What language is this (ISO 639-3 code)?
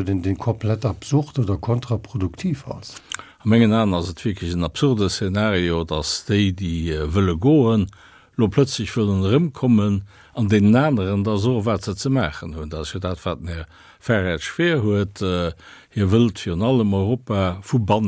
ltz